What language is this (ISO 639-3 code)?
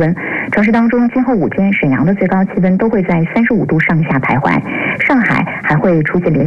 zho